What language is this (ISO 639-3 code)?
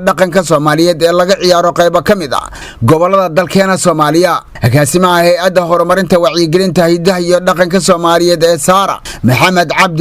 som